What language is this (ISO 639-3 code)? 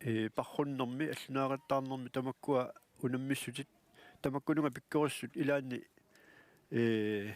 kal